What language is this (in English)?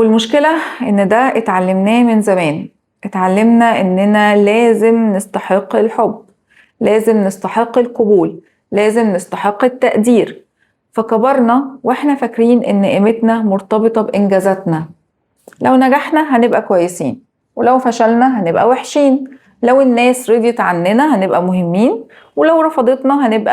Egyptian Arabic